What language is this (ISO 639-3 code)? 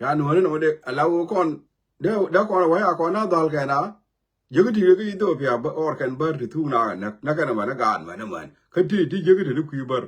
nus